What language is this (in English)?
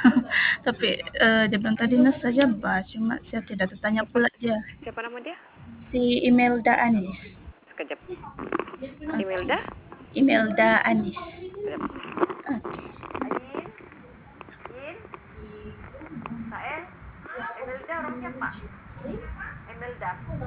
Malay